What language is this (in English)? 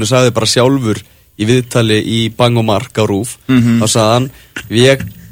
Icelandic